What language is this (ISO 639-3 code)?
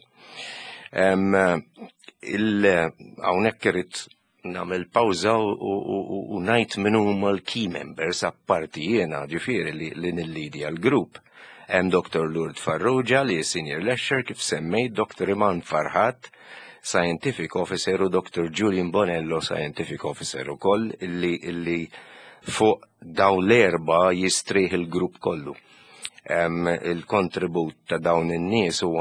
mlt